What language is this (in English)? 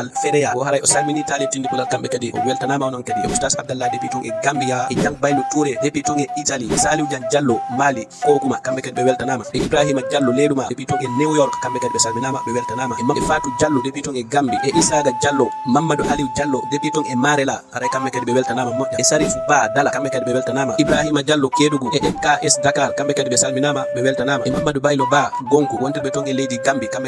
Fula